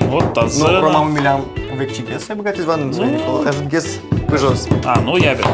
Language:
Udmurt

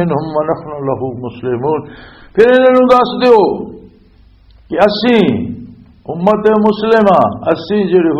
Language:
Western Panjabi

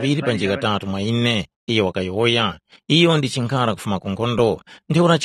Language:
Tumbuka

